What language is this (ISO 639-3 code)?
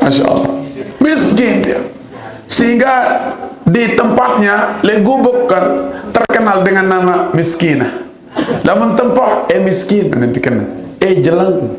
sas